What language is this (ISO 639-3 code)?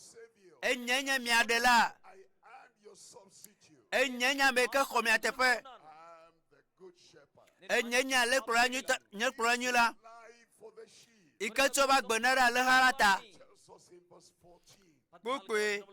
ewe